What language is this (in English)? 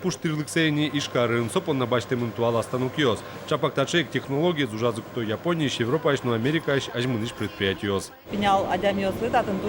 Udmurt